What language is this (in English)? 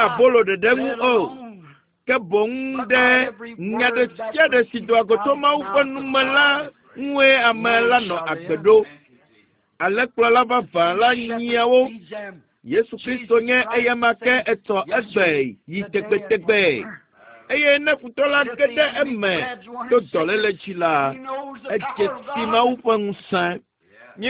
Ewe